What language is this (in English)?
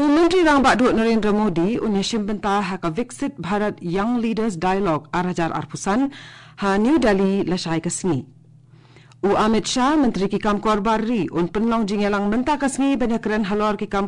Khasi